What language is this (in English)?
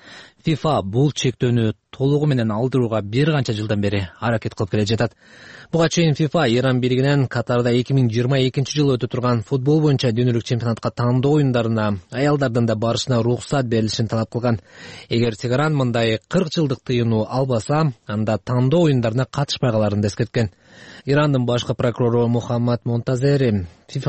Kyrgyz